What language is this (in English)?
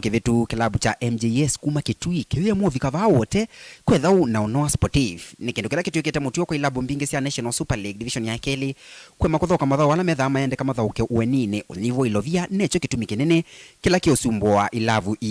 Kamba